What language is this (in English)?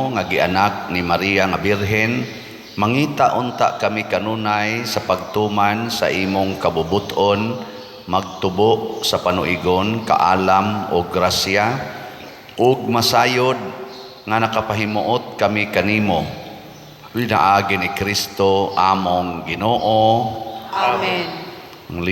Cebuano